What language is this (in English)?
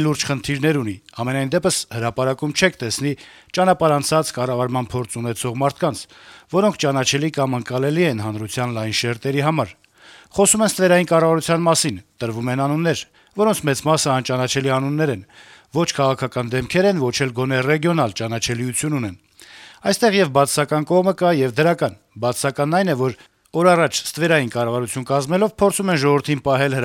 Armenian